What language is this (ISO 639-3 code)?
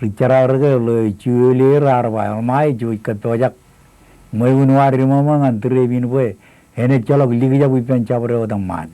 mah